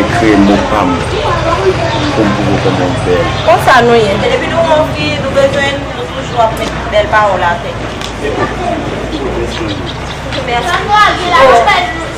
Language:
Haitian Creole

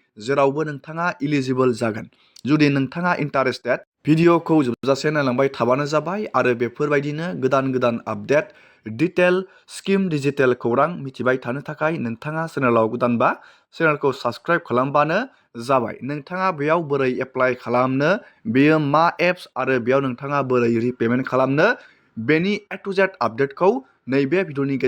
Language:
Bodo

